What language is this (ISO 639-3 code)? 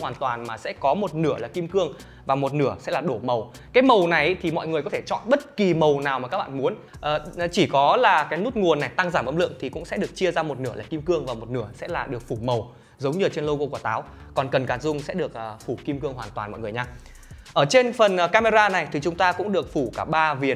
vie